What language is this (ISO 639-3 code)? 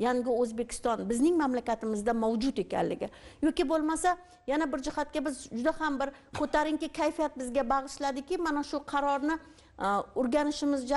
uzb